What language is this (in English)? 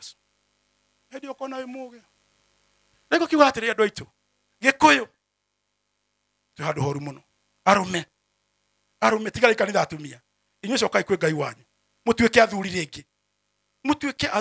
Kikuyu